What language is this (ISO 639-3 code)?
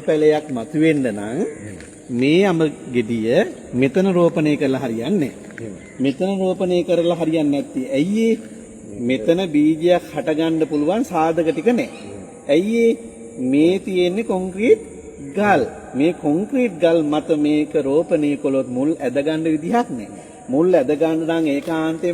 sin